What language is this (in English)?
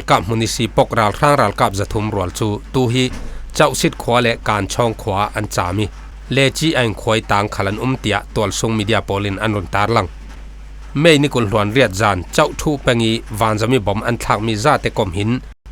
Falam Chin